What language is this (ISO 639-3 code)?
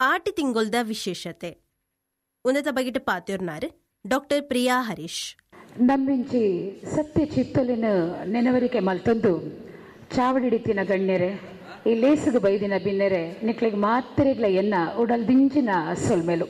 tcy